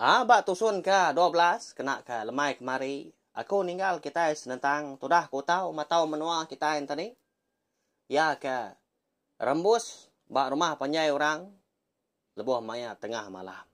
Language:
Iban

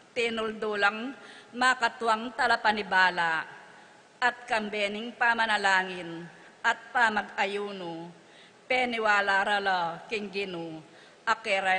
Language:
Pampanga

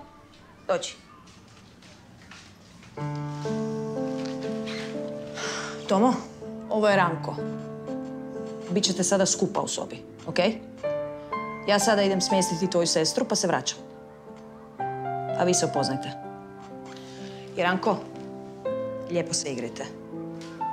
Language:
Croatian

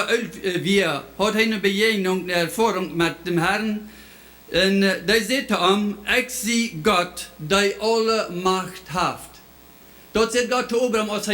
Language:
Plautdietsch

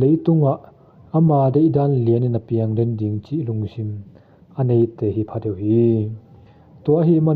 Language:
Tedim Chin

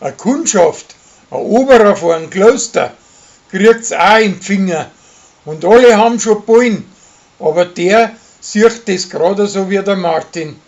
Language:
Bavarian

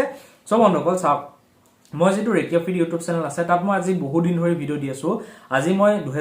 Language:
Assamese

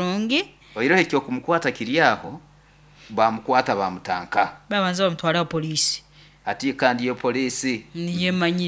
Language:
Nyoro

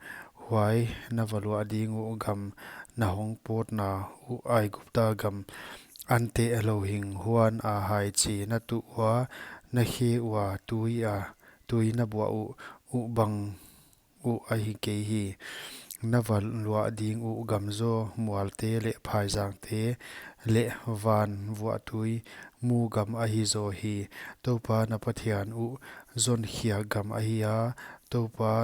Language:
Paite Chin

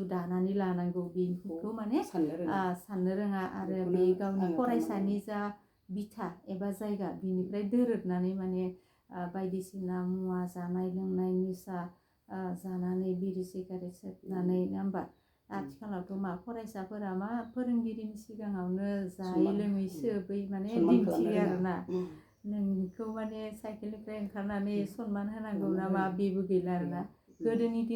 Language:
Bodo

